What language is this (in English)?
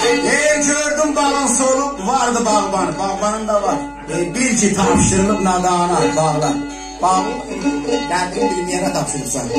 South Azerbaijani